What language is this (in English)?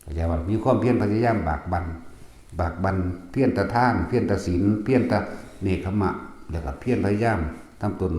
Northeastern Thai